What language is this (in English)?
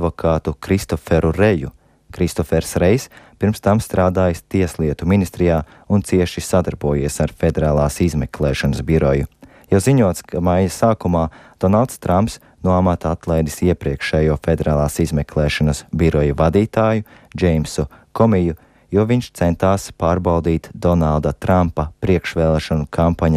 Latvian